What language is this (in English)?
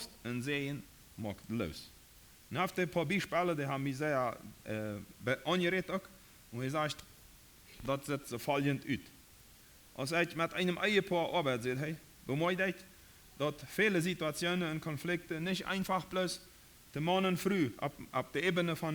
Plautdietsch